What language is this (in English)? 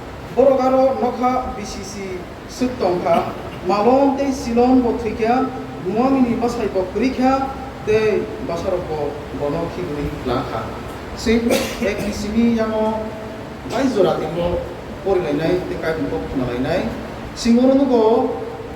Kok Borok